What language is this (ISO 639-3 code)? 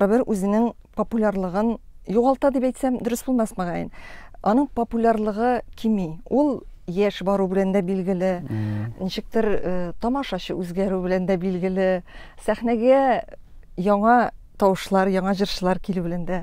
tat